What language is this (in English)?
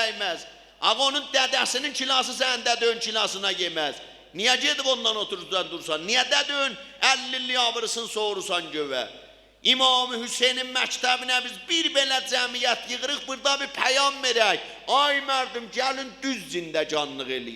South Azerbaijani